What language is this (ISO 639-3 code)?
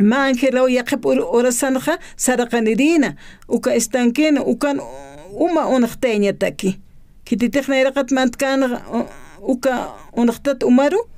aym